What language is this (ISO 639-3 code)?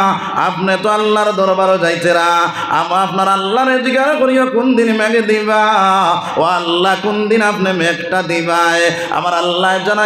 syl